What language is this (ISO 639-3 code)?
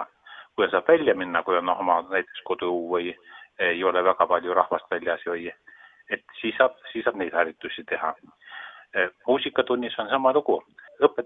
est